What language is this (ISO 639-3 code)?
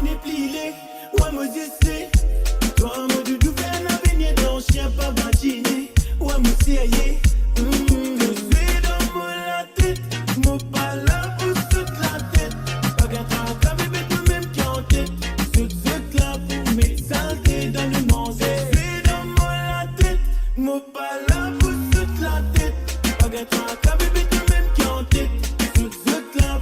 mfe